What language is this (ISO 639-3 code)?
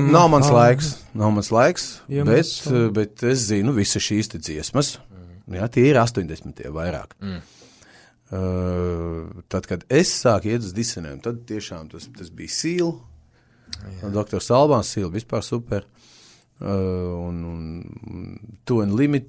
lav